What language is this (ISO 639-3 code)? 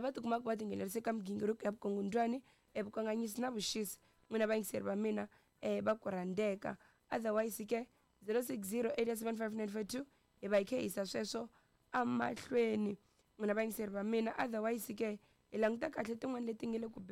tso